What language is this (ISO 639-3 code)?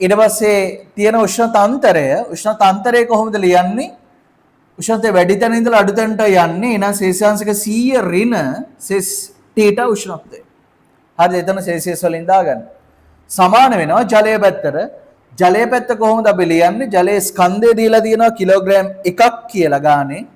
sin